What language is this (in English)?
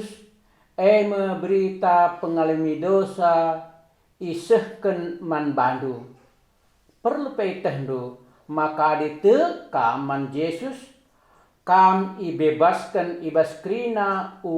Batak Karo